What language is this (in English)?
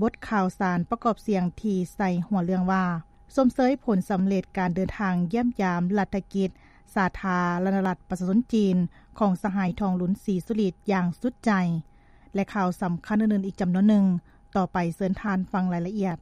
Lao